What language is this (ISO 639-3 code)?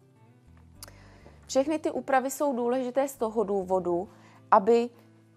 ces